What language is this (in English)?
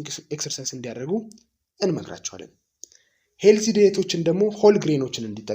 Amharic